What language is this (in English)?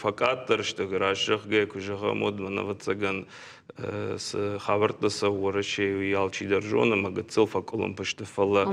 Ossetic